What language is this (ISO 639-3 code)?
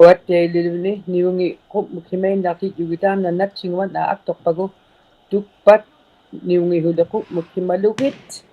iku